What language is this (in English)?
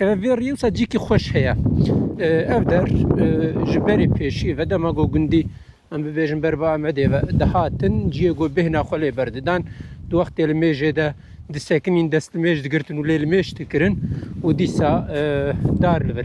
Kurdish